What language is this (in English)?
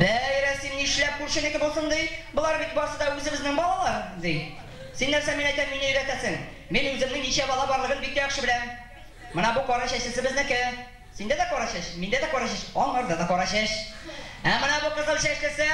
Bashkir